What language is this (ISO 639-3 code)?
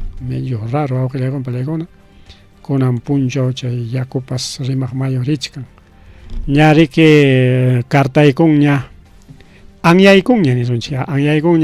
quy